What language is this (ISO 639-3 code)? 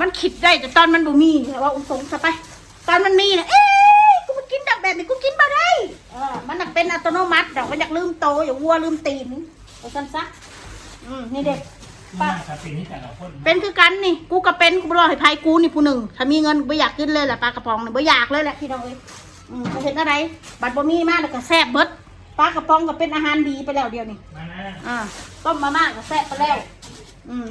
tts